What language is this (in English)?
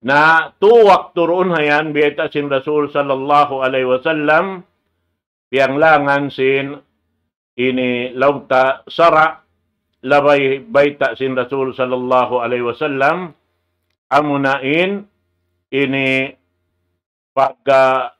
Tausug